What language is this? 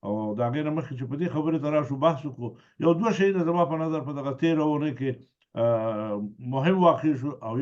Pashto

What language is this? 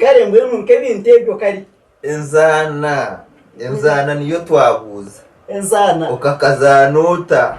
Nyankole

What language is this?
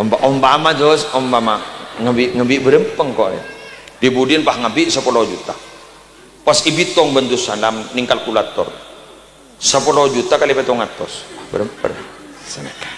Madurese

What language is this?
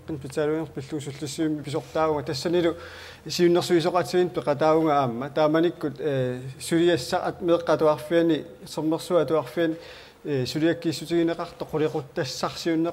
Kalaallisut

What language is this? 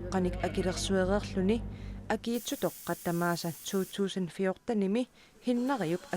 Kalaallisut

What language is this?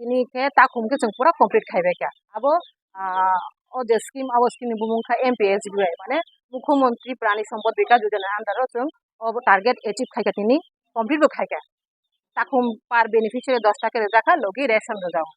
Kok Borok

